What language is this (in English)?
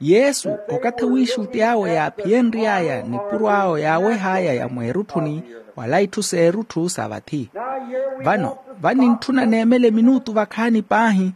Makhuwa